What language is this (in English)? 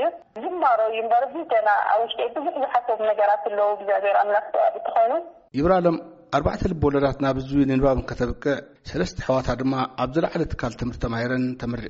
Tigrinya